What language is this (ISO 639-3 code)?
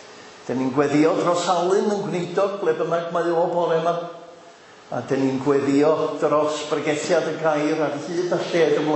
cym